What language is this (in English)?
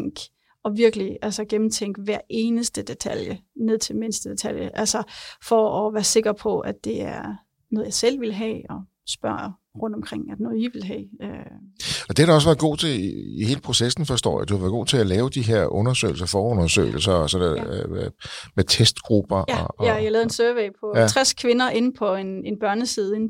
Danish